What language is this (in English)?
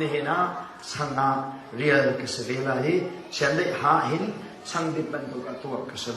Hakha Chin